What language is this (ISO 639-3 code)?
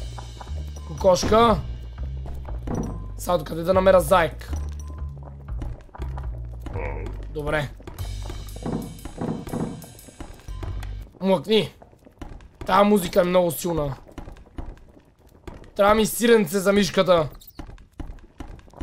bul